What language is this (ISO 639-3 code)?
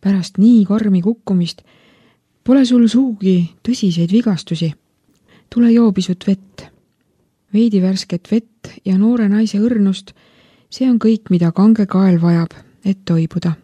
est